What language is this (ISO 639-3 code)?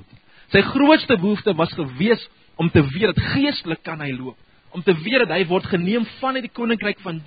afr